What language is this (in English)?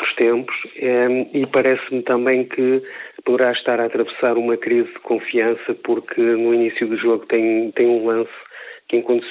Portuguese